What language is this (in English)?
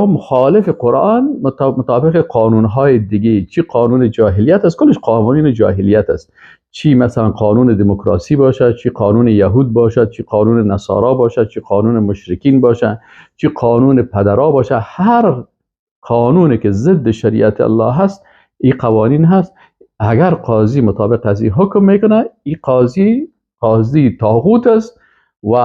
Persian